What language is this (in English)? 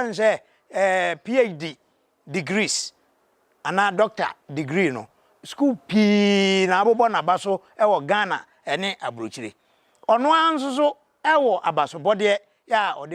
Akan